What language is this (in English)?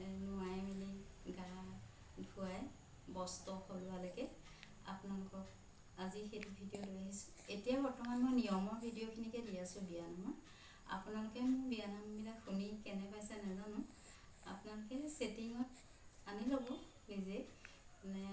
Assamese